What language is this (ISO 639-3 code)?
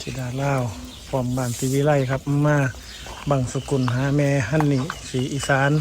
lao